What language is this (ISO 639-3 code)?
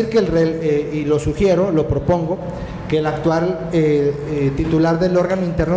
spa